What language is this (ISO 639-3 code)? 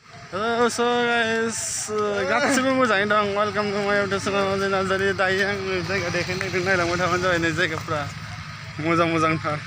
brx